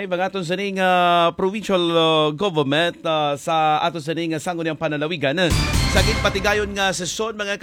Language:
Hiligaynon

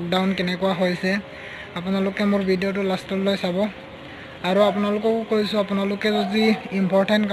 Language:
Assamese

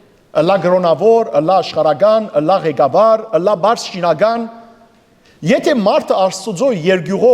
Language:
Western Armenian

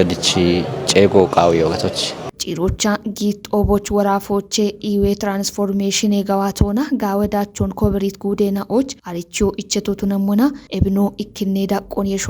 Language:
Kafa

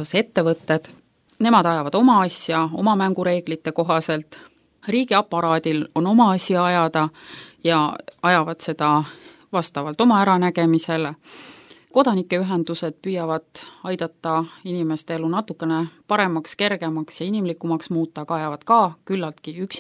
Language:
Estonian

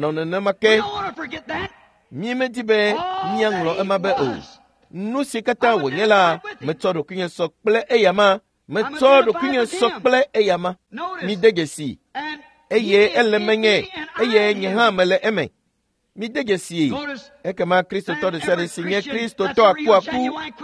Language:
Ewe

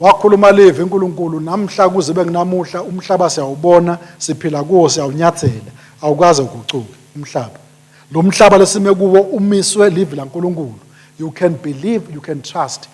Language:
Swati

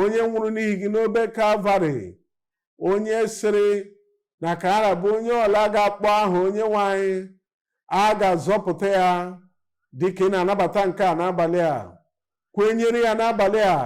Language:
Igbo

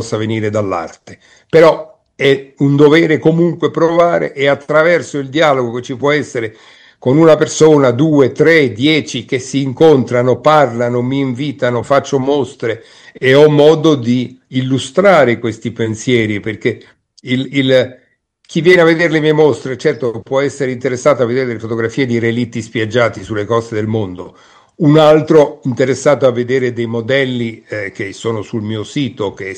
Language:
Italian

